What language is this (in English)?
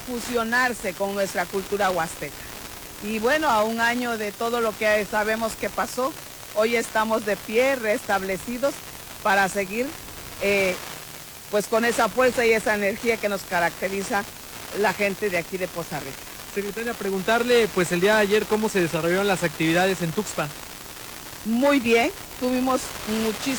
Spanish